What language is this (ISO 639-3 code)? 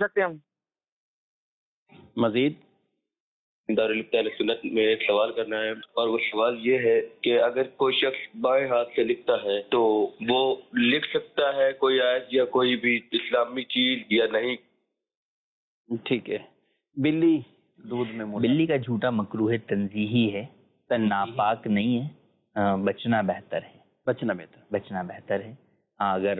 urd